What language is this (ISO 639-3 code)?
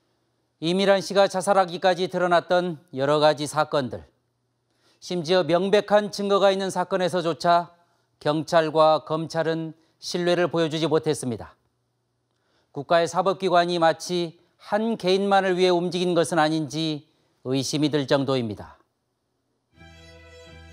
kor